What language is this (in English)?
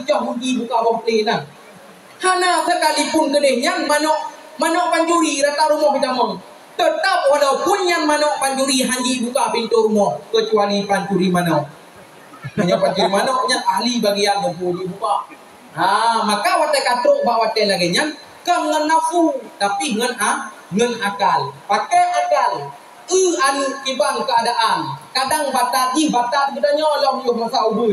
Achinese